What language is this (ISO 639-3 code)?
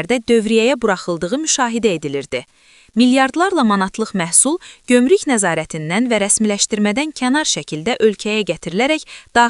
aze